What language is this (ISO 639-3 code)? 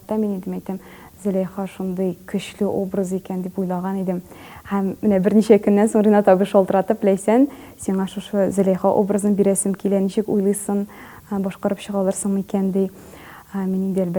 tat